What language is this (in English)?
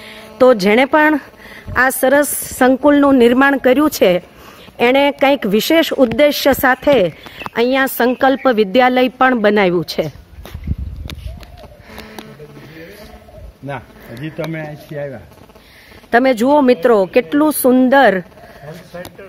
Gujarati